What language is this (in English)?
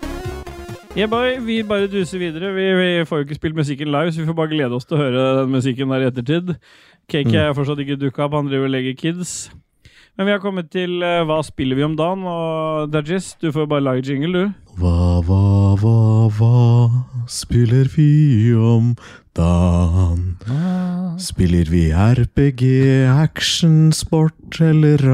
Norwegian